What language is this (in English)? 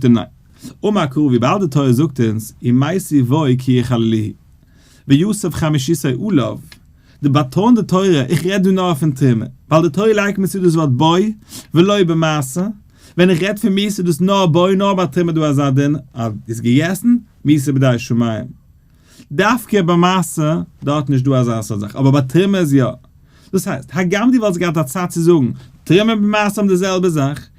Yiddish